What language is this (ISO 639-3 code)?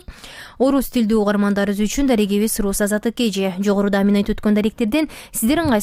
kir